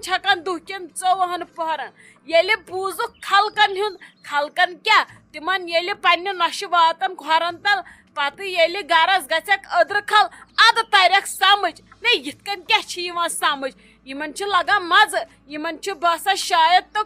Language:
Kashmiri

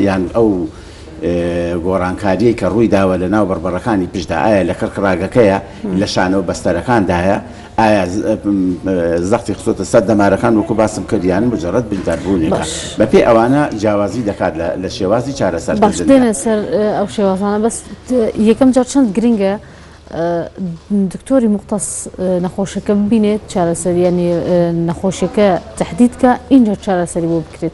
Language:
Central Kurdish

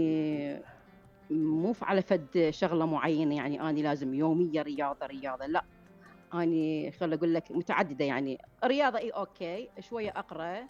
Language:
Mesopotamian Arabic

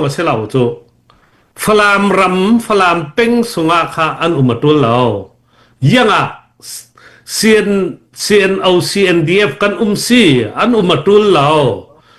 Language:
Falam Chin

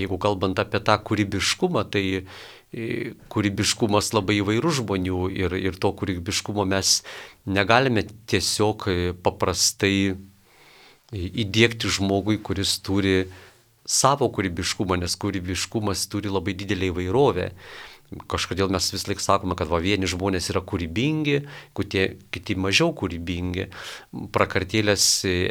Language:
Lithuanian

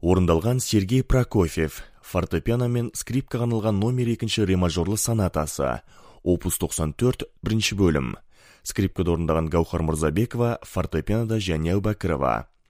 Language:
Kazakh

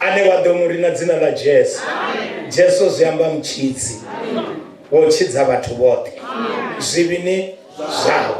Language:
Venda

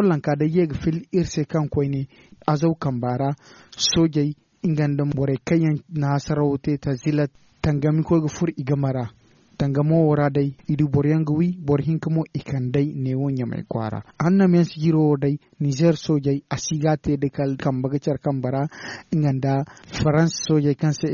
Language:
Zarma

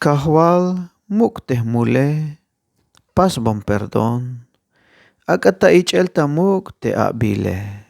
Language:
Tzeltal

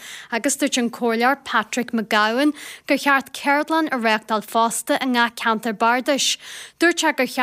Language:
Irish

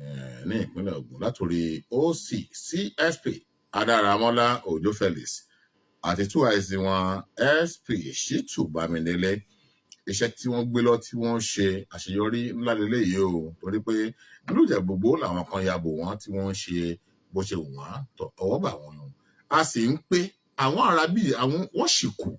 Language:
Yoruba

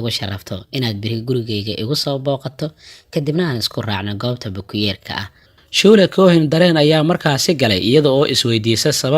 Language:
Somali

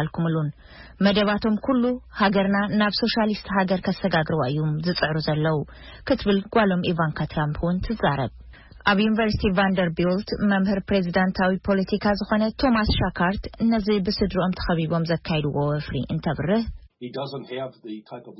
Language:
Tigrinya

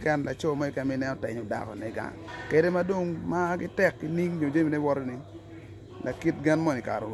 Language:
Acoli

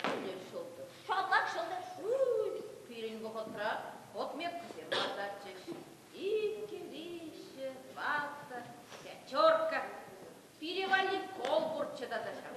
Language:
Chuvash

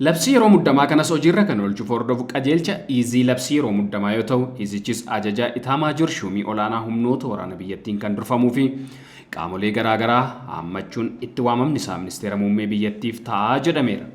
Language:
Oromo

